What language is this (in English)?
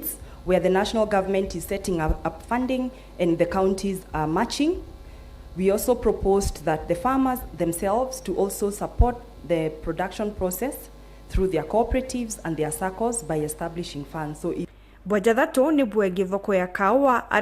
Meru